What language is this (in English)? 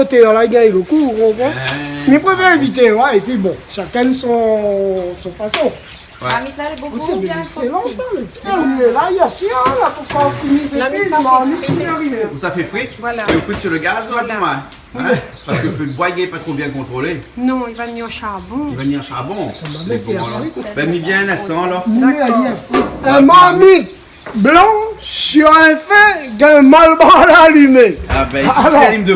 Réunion Creole French